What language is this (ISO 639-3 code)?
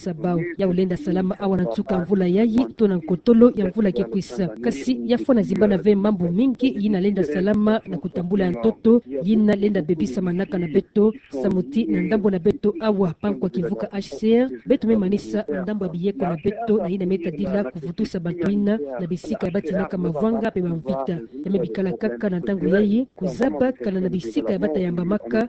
ktu